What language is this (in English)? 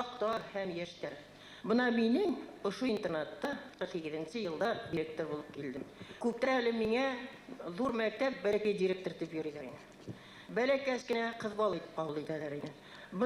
Bashkir